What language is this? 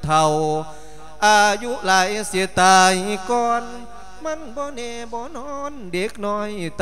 Lao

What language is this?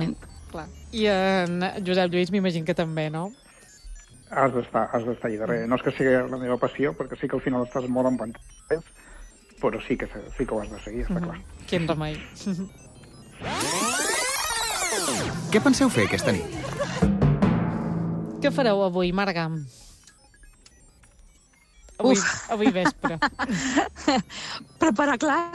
Catalan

